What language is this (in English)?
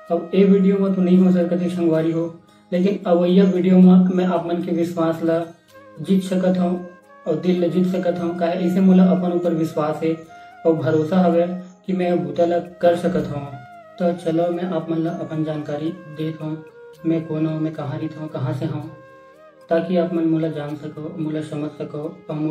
Chhattisgarhi